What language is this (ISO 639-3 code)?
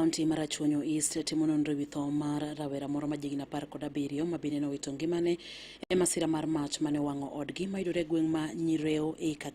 luo